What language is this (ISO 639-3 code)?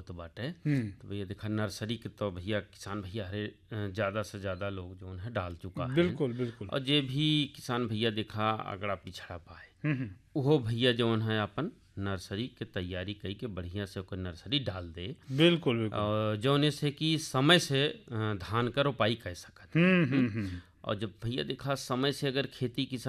bho